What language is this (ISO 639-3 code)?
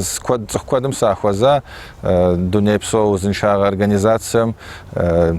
kbd